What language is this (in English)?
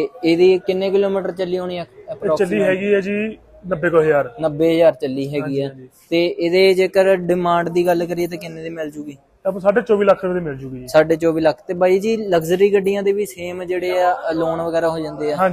Punjabi